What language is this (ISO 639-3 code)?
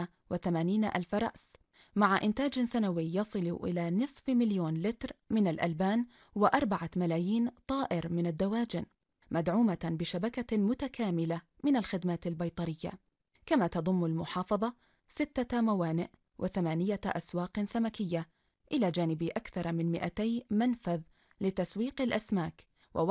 ara